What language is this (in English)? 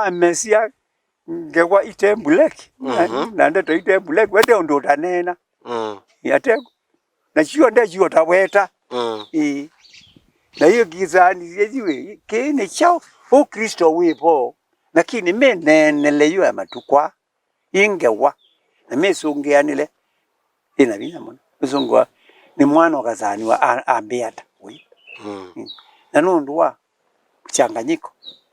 Kamba